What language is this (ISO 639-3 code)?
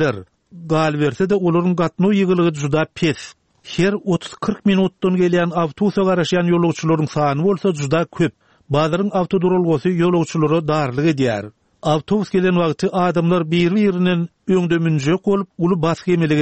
tuk